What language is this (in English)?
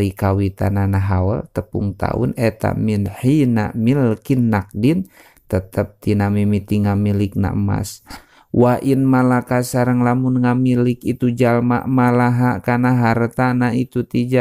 Sundanese